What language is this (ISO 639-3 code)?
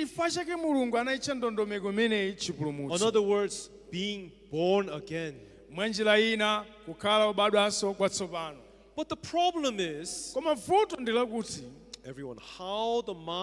nya